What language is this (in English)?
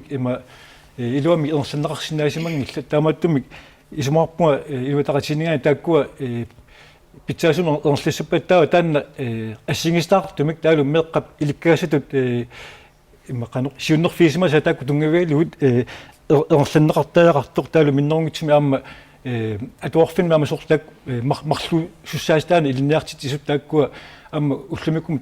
Kalaallisut